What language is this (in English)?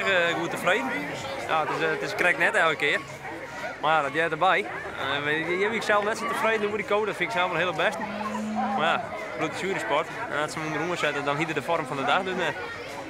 Western Frisian